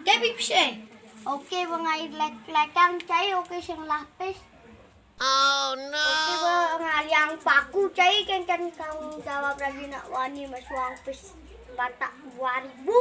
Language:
Balinese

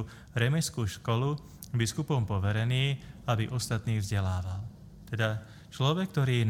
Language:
Slovak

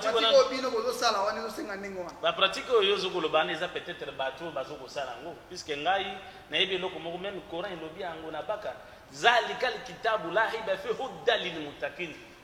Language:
Lingala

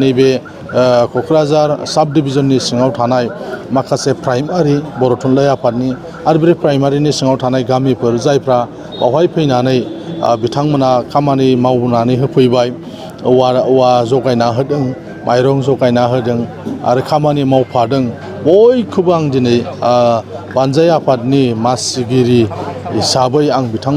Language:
Bodo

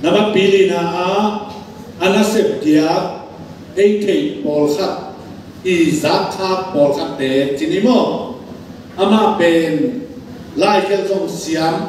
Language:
Tedim Chin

